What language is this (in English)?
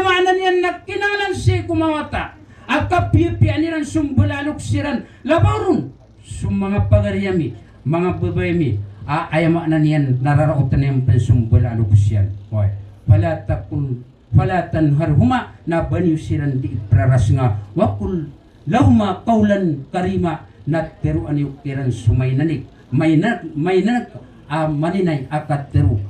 Maranao